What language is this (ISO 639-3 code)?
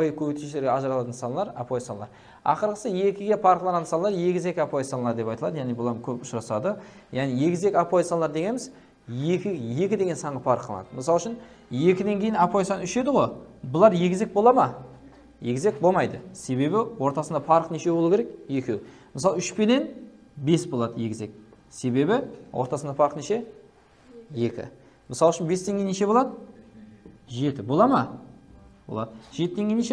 kaa